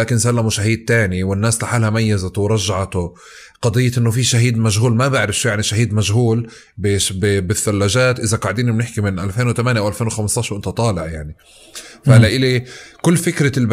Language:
North Levantine Arabic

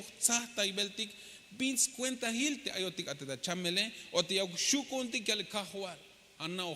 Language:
Tzeltal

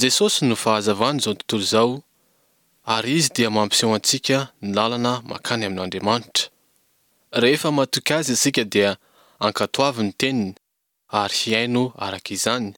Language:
Malagasy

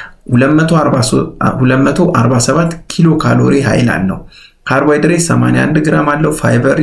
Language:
Amharic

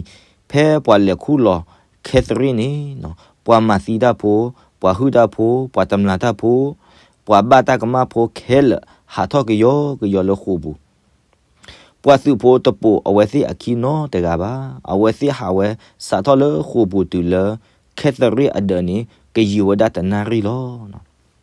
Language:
S'gaw Karen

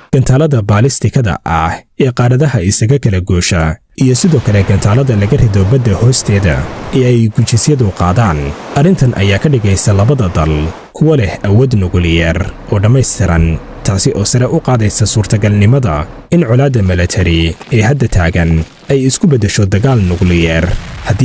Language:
Somali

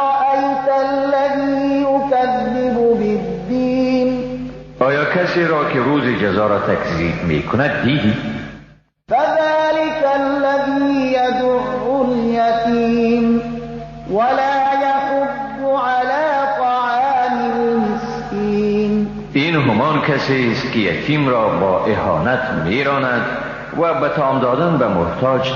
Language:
Persian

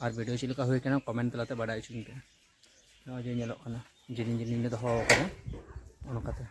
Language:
Santali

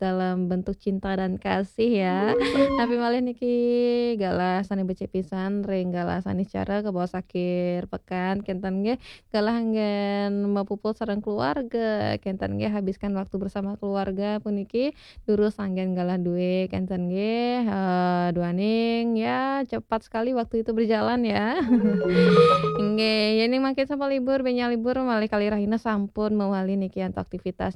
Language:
Balinese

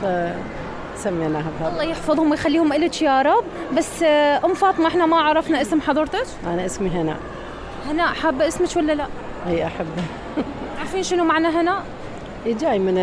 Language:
Mesopotamian Arabic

